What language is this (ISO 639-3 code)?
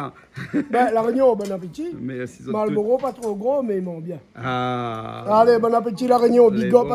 rcf